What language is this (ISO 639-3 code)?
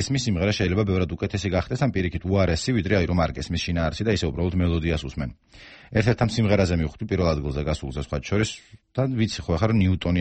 kat